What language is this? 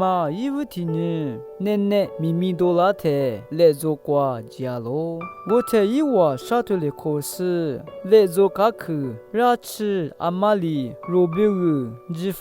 Lisu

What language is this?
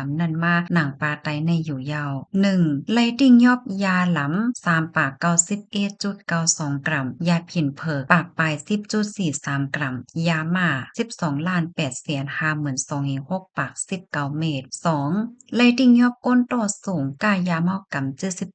Shan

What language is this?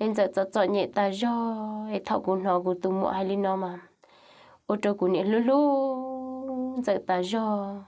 Hmong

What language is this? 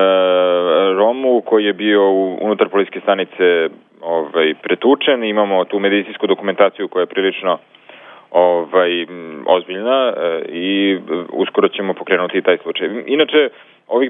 Serbian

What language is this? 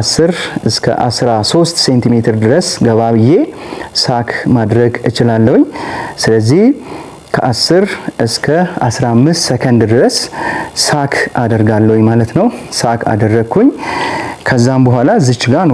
Amharic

